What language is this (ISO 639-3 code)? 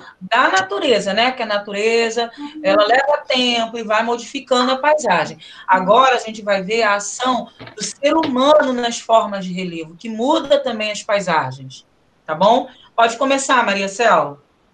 por